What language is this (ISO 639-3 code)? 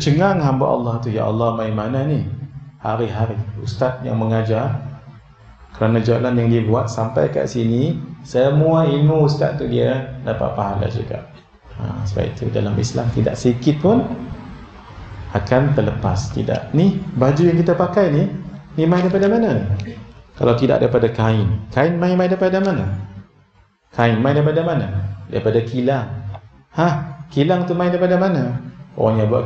msa